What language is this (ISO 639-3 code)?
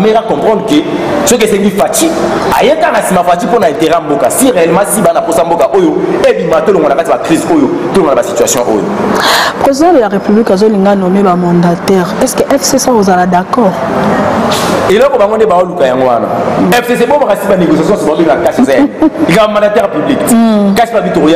lin